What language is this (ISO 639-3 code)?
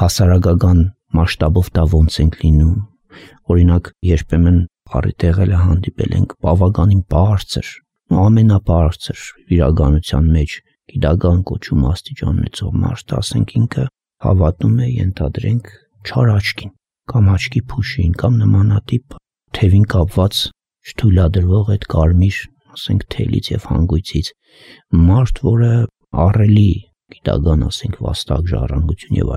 hye